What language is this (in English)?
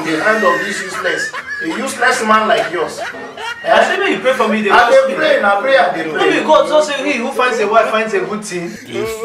Nigerian Pidgin